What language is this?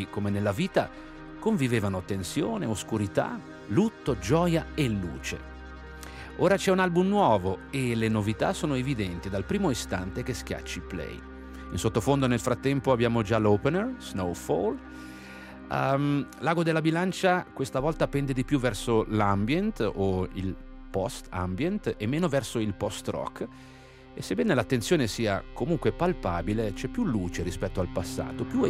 Italian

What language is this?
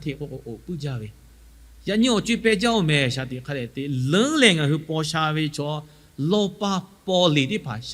Lahu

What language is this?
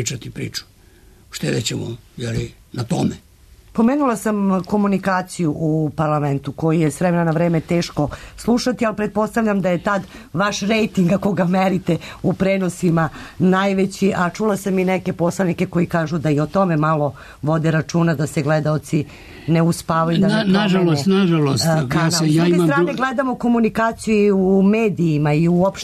Serbian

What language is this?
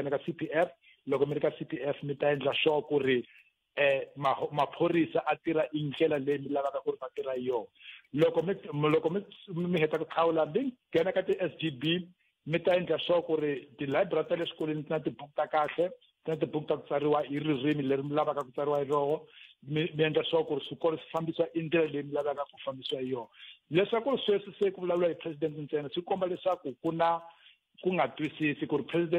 Tsonga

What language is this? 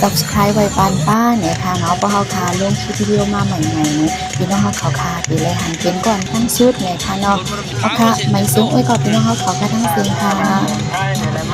Shan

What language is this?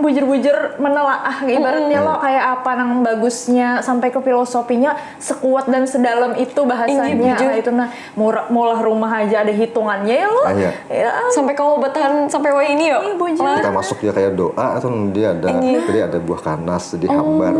Banjar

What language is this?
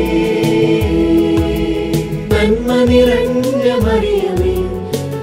Malayalam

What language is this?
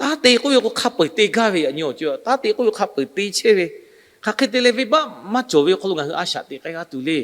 Lahu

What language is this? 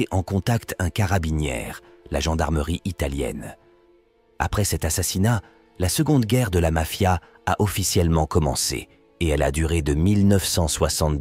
French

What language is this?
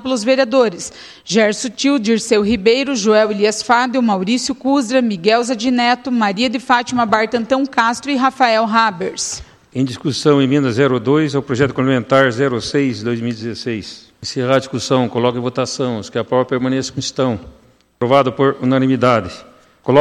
Portuguese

